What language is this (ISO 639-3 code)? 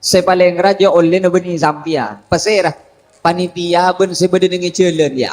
mad